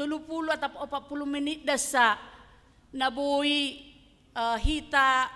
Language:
Batak Simalungun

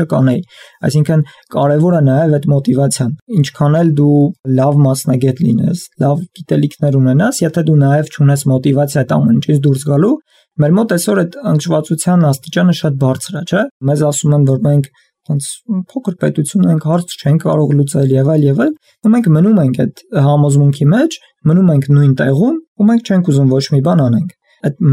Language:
Armenian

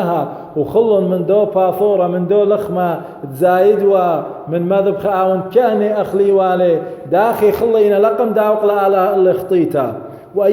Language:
Assyrian Neo-Aramaic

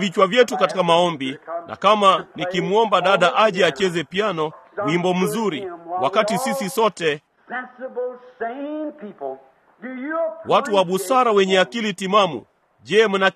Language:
Swahili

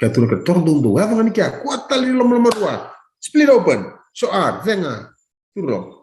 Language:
Fijian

